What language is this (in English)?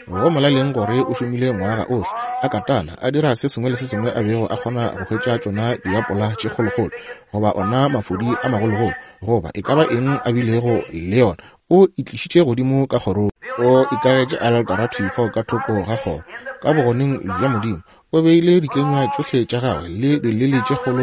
Northern Sotho